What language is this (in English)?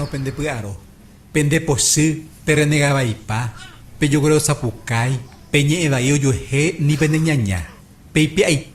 Guarani